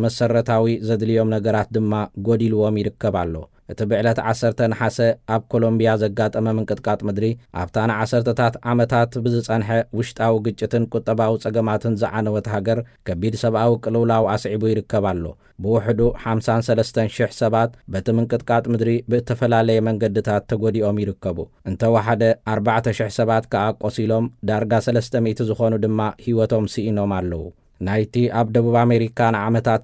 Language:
Tigrinya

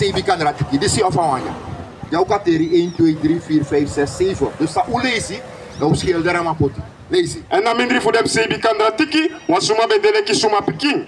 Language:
Sranan Tongo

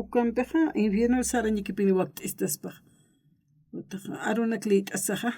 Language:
Aymara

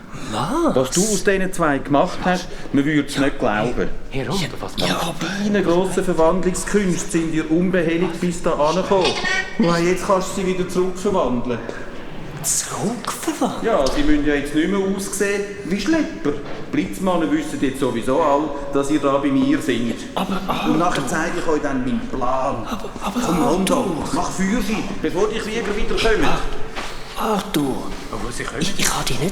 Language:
Swiss German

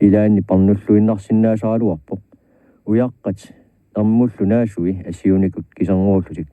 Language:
Kalaallisut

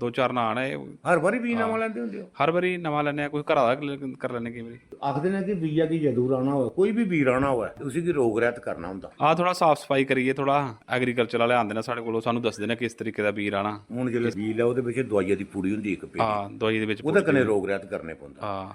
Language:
Dogri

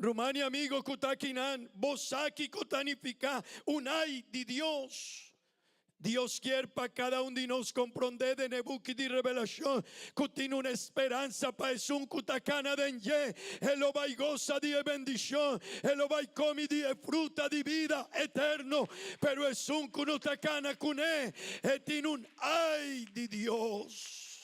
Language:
Papiamento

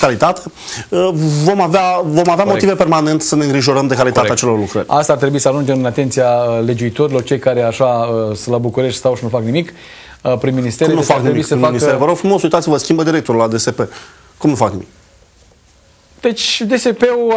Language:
Romanian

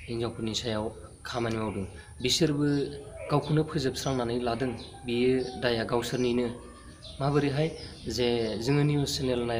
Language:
Bodo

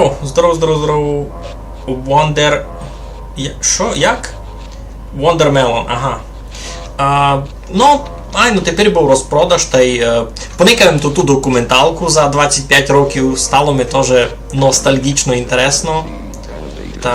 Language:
Rusyn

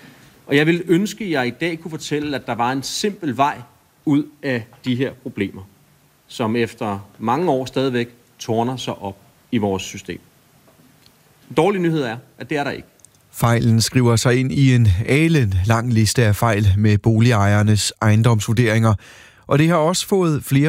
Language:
Danish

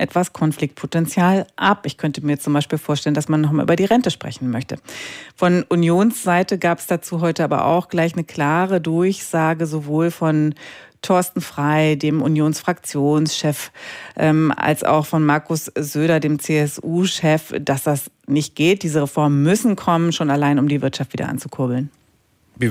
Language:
German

